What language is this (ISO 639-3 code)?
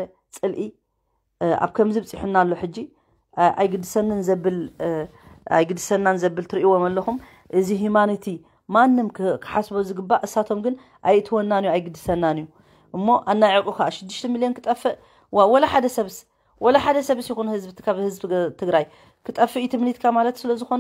tir